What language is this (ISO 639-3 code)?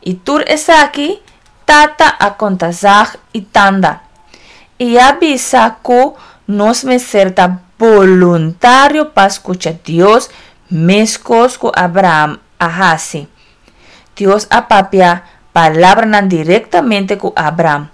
pap